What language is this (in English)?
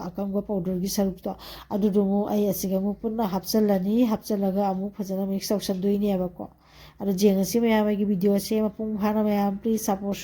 Manipuri